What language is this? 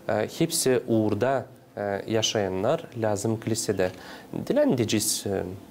Gagauz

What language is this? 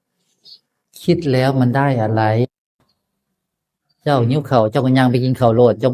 Northeastern Thai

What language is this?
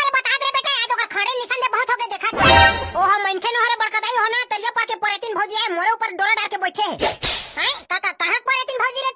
Chhattisgarhi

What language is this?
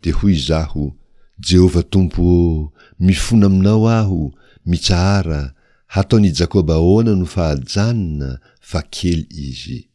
Malagasy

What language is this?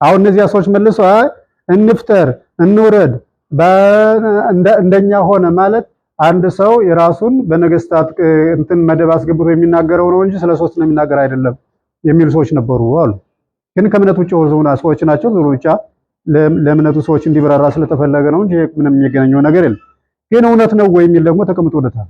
Amharic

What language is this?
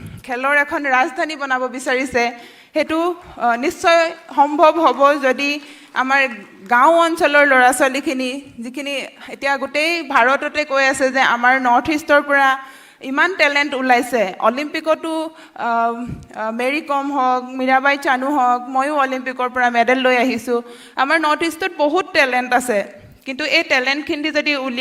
Assamese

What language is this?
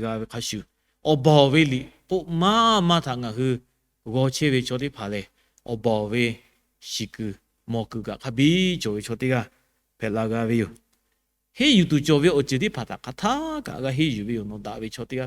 Lahu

